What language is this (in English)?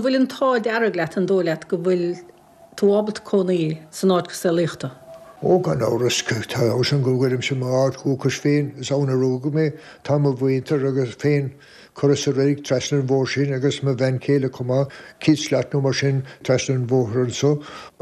Irish